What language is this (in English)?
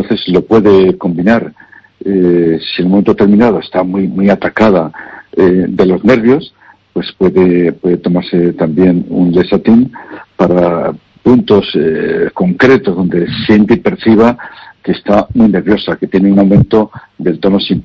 Spanish